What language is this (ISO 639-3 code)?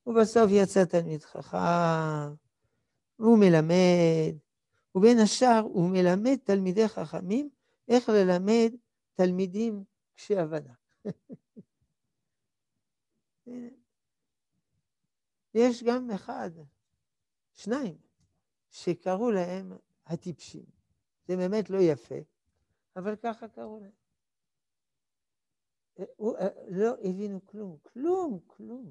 heb